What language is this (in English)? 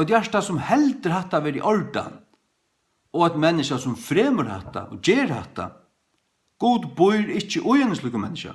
Faroese